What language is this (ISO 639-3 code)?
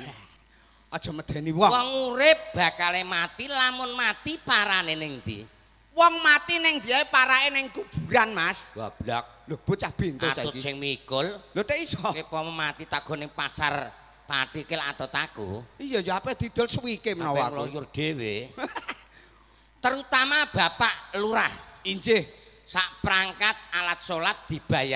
jav